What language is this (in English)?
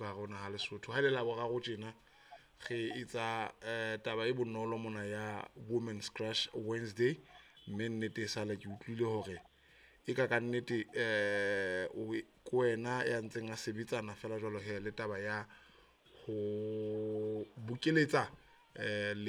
Southern Sotho